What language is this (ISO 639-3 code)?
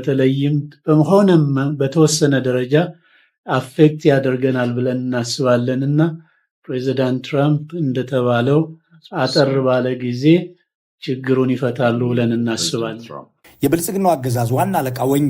amh